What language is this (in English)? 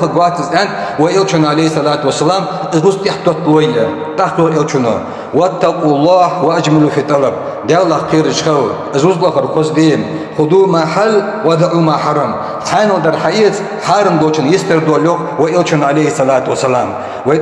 Ingush